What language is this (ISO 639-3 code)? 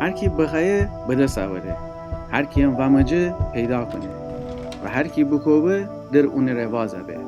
glk